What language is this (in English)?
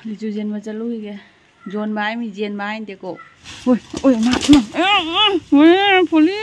Manipuri